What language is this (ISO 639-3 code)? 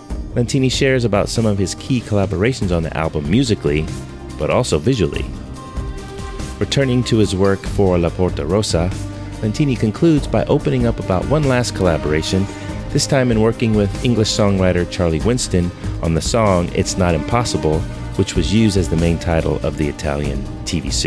eng